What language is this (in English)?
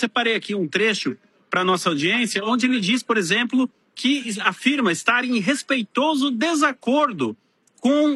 Portuguese